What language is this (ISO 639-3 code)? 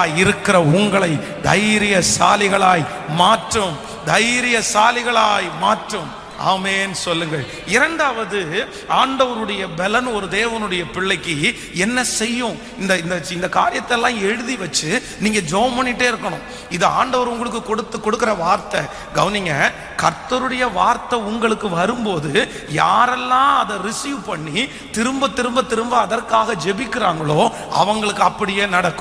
tam